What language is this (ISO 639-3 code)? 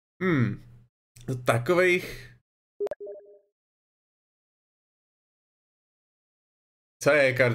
ces